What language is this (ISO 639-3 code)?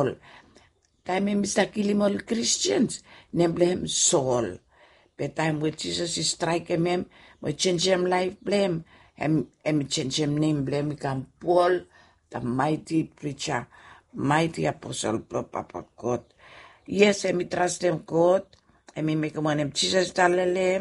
bis